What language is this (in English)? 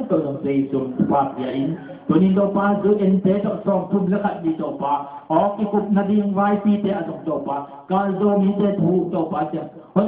Tedim Chin